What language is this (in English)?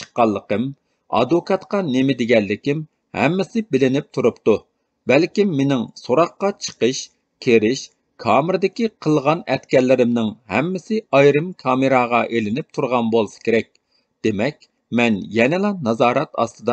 Uyghur